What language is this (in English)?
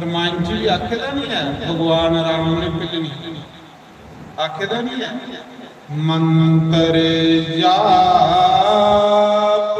Dogri